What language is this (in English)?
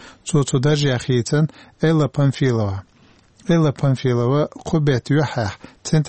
Chechen